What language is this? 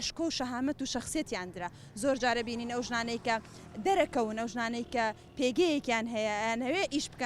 Central Kurdish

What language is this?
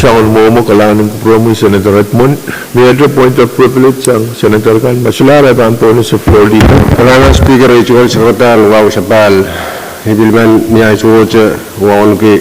Pohnpeian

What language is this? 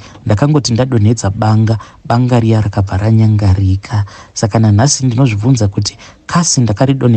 Shona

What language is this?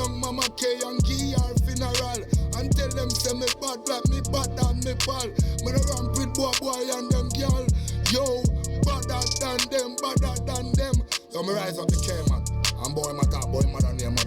Jamaican Creole English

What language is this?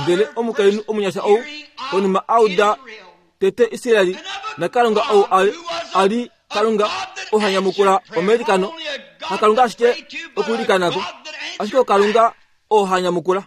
Kuanyama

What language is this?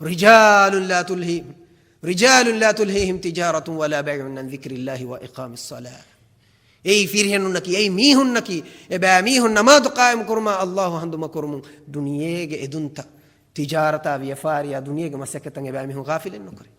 Divehi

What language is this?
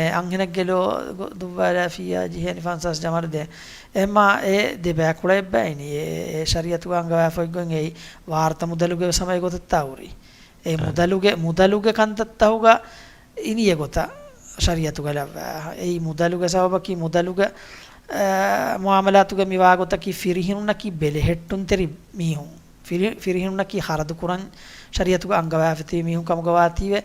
Divehi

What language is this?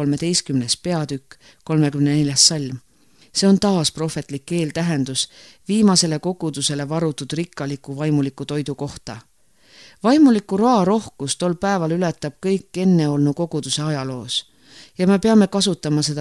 Estonian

